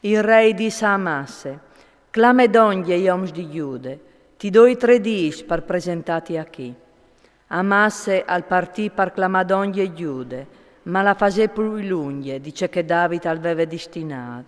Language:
Friulian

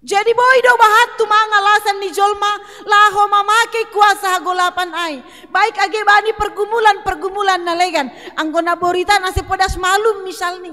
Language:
Batak Simalungun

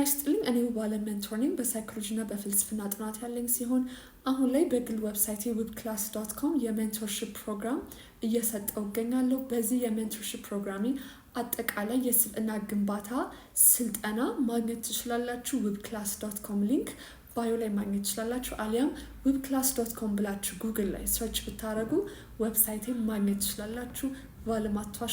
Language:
Amharic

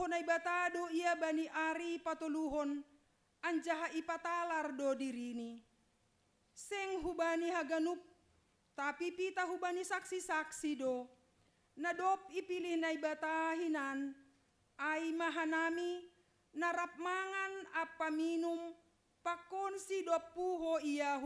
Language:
Batak Simalungun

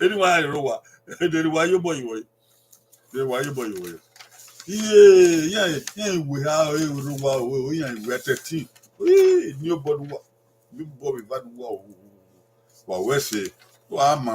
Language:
Bini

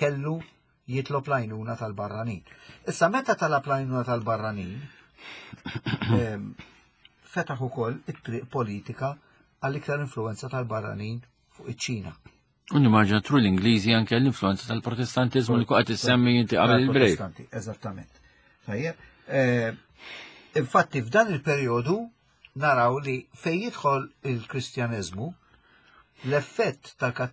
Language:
Maltese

